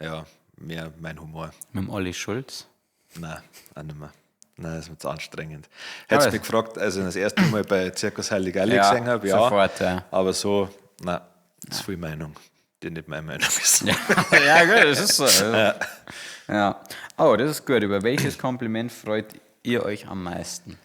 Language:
Bavarian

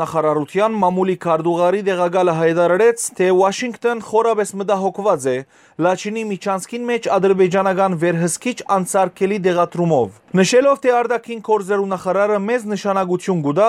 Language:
Western Armenian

